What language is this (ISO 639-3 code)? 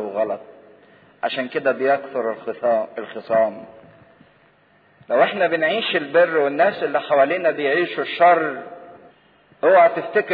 arz